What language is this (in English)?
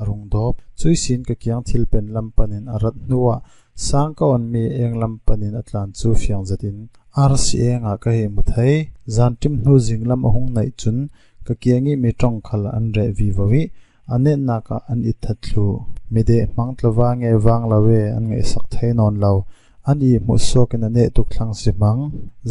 Falam Chin